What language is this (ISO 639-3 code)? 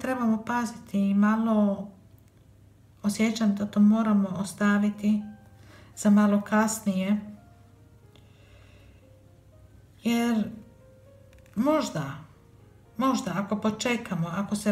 hrv